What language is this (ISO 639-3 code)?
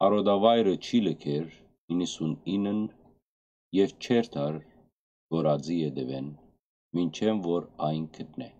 hyw